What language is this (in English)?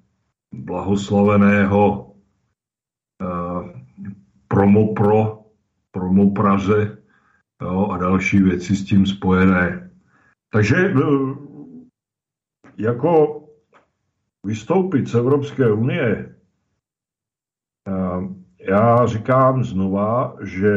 Czech